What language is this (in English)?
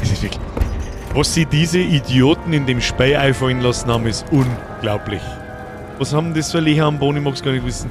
Bavarian